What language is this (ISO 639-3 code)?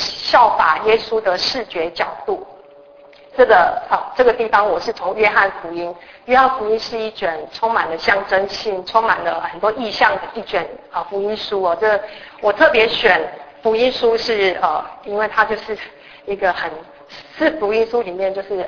zho